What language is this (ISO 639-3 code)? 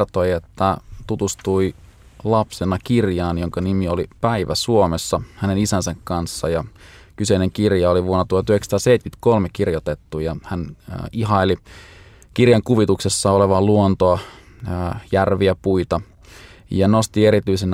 fin